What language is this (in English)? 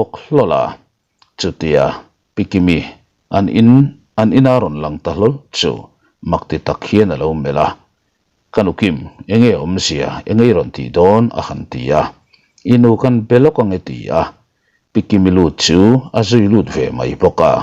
Mizo